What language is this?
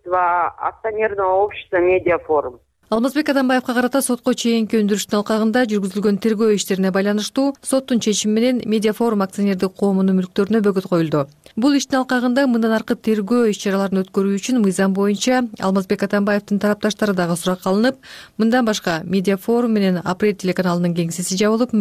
Kyrgyz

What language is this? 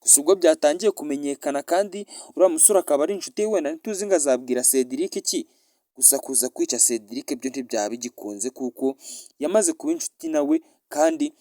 Kinyarwanda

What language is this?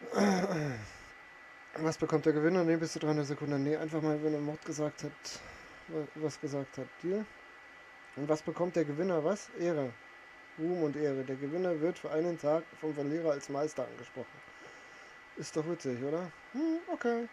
Bavarian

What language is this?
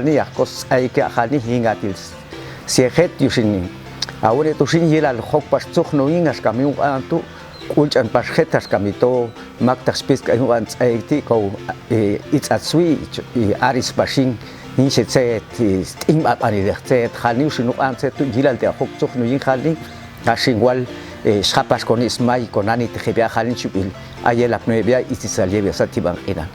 Popti'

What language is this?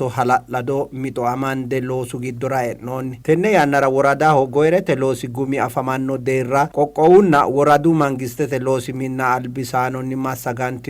Sidamo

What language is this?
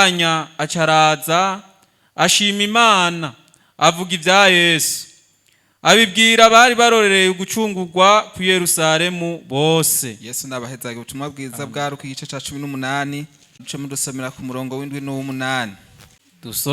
Rundi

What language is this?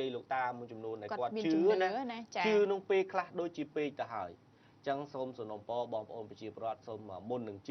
Khmer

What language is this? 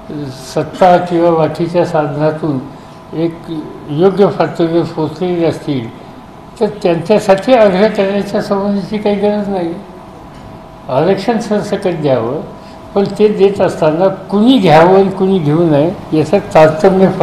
Marathi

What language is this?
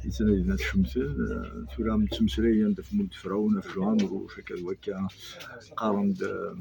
Kabyle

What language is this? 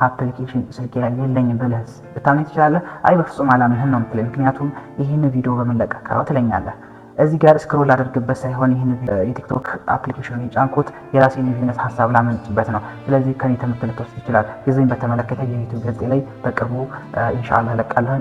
Amharic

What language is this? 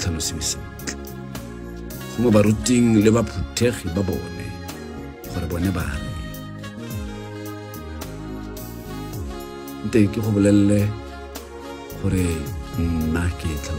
Tswana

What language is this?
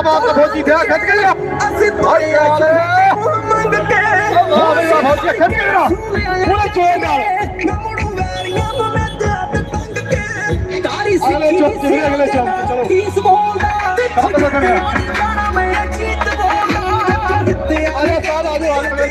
Punjabi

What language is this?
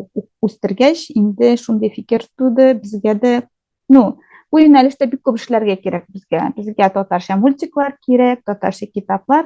Tatar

